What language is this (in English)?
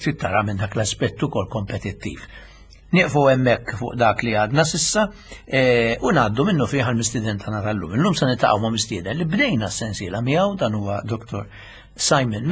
Maltese